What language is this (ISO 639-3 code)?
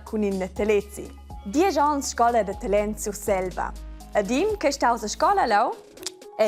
roh